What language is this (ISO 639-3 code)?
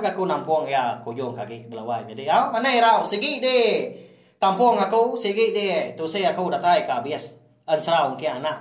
iba